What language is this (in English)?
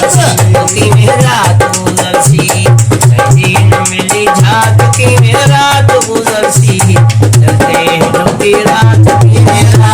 Saraiki